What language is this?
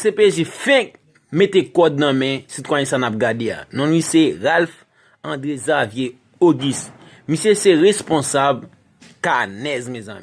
Haitian Creole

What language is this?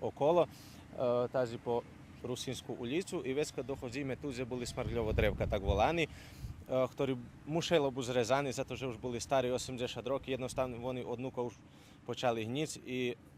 Rusyn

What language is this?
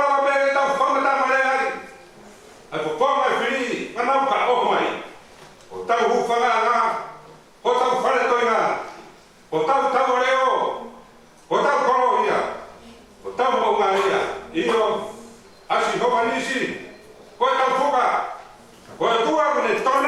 Tongan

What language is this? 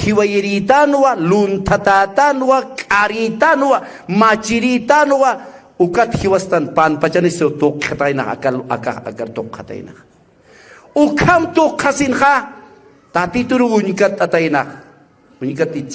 Aymara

